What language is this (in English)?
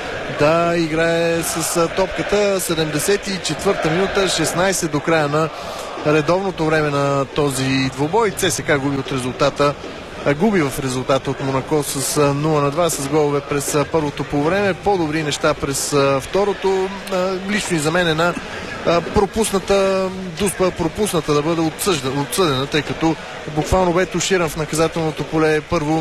Bulgarian